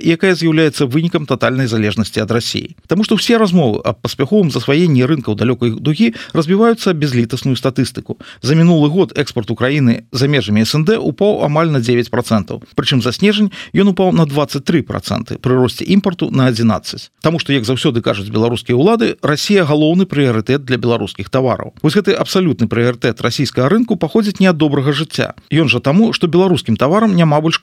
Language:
Belarusian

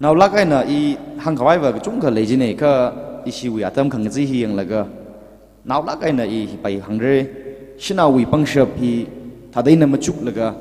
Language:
Tangkhul Naga (India)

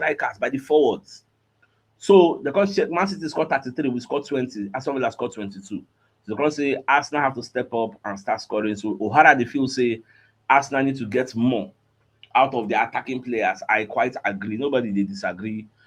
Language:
Nigerian Pidgin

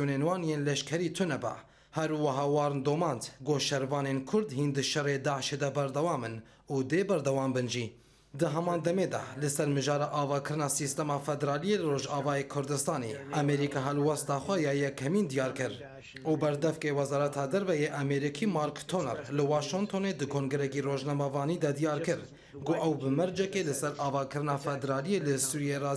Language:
Kurdish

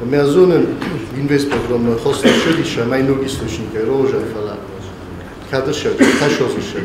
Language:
Ossetic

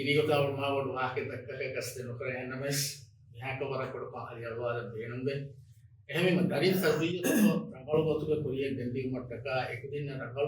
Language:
Divehi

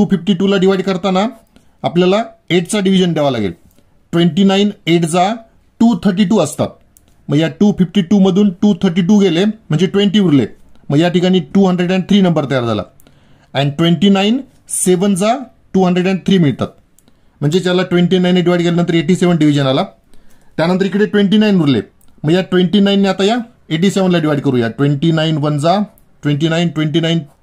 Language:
Marathi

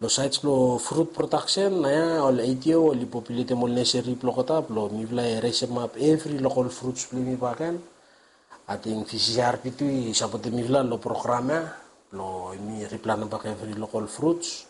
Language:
Bislama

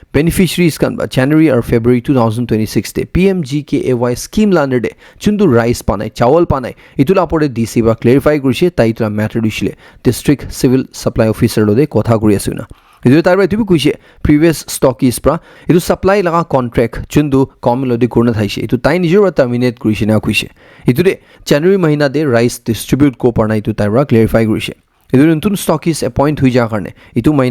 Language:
Naga Pidgin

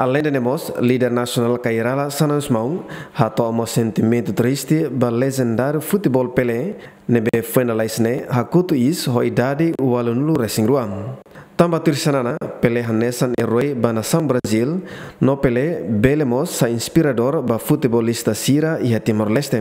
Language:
Tetum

